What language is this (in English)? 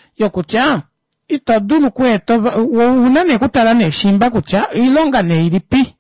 Kuanyama